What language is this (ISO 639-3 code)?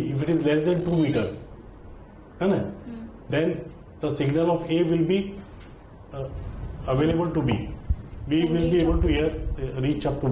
eng